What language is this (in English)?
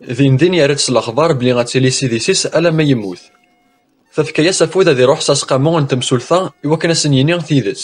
Kabyle